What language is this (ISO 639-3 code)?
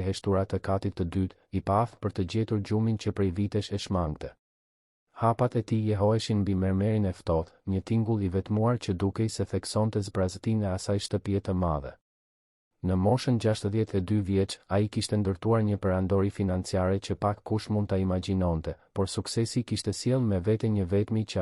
sqi